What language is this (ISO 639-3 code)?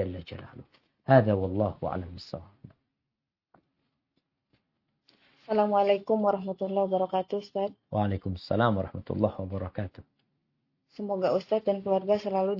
ind